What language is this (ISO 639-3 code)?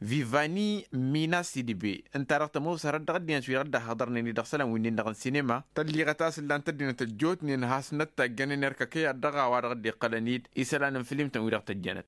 taq